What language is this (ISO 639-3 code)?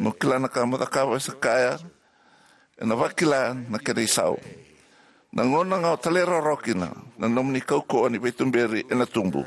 fij